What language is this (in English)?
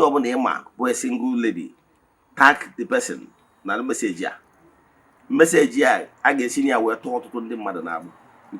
Igbo